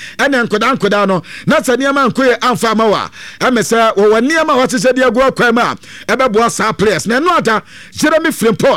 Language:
Akan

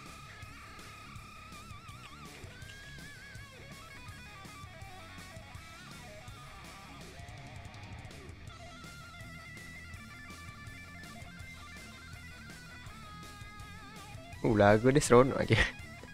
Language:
Malay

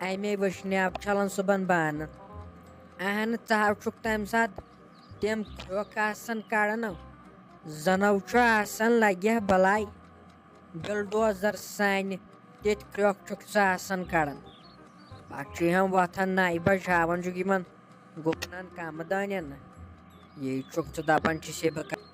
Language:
Kashmiri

